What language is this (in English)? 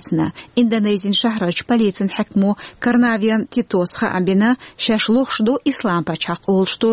Chechen